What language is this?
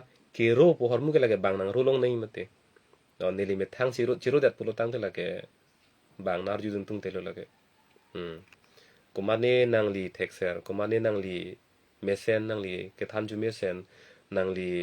Karbi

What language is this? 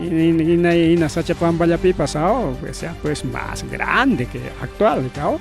Ayacucho Quechua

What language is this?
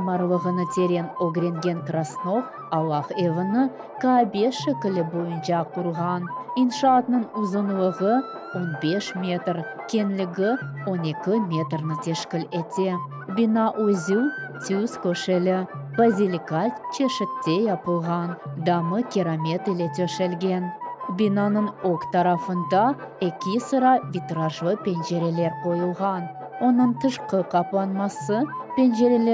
Crimean Tatar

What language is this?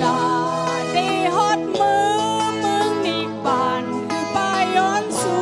Shan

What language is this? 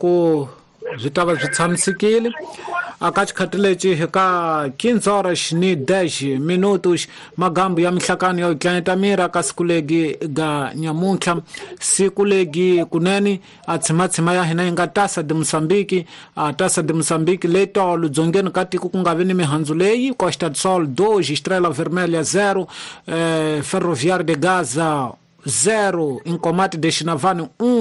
Tsonga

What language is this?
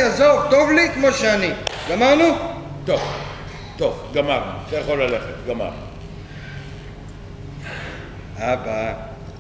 Hebrew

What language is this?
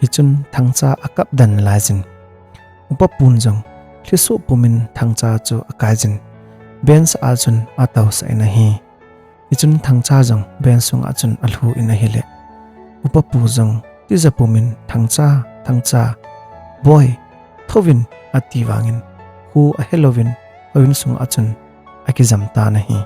Thado Chin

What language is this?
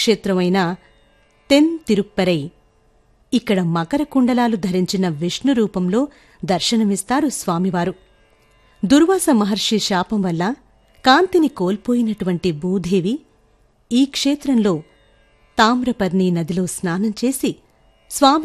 Telugu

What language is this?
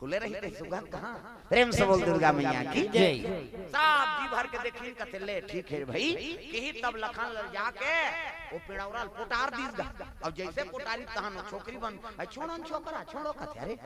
Chhattisgarhi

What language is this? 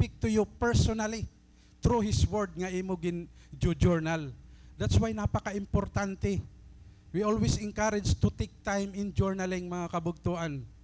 Waray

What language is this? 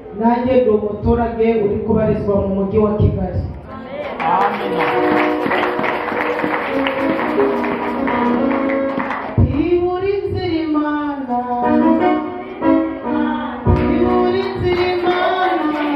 Kinyarwanda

